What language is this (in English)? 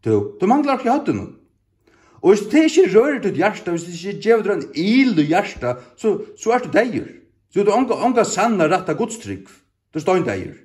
Faroese